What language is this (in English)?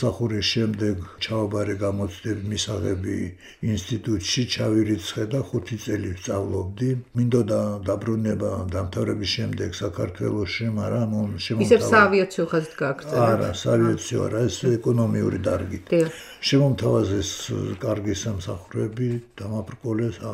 Georgian